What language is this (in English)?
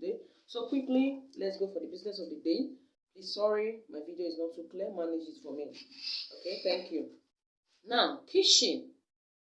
Nigerian Pidgin